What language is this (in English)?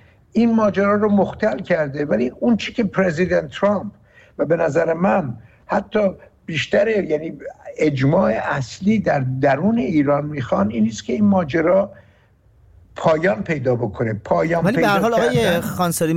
Persian